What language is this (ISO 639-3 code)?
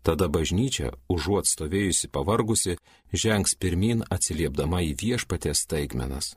lit